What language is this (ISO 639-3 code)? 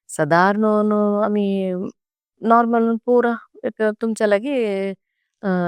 kok